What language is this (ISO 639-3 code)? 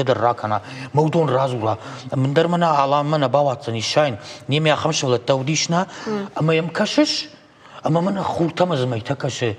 oss